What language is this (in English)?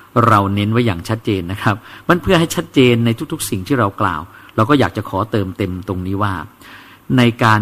Thai